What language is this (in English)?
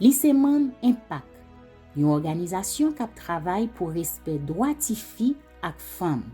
Haitian Creole